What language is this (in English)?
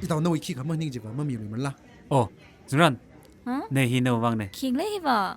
Tangkhul Naga (India)